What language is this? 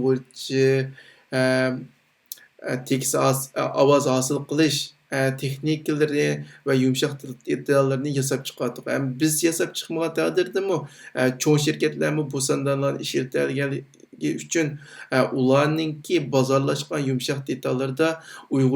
Uyghur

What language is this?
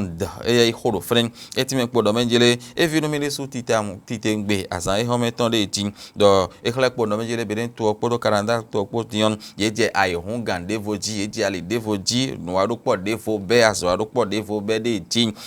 Fon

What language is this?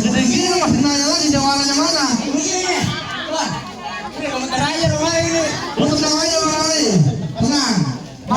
Betawi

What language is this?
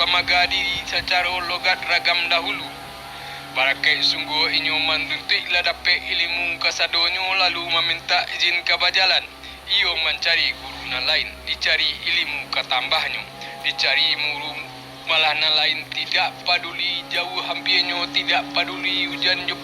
Minangkabau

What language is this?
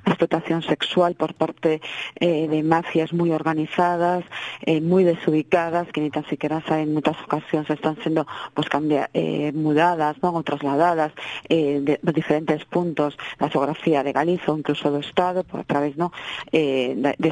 Galician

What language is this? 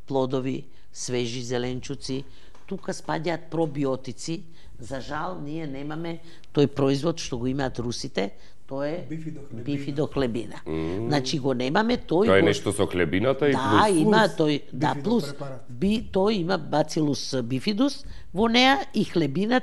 Macedonian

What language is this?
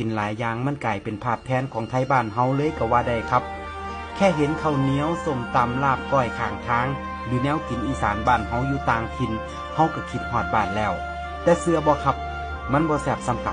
Northeastern Thai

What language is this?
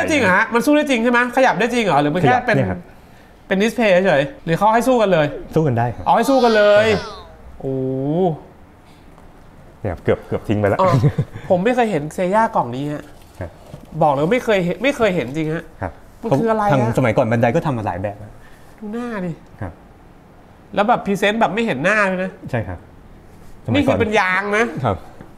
Thai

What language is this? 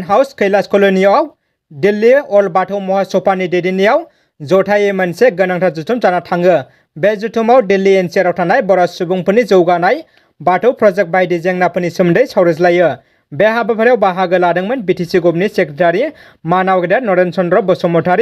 Bodo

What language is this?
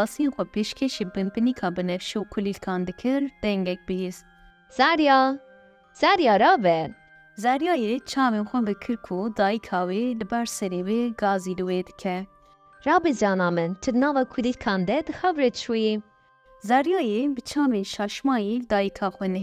Kurdish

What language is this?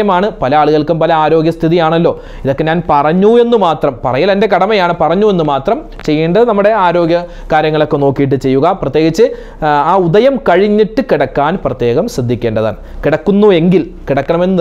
Malayalam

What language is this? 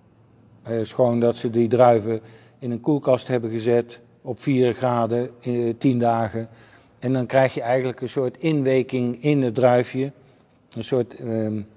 Dutch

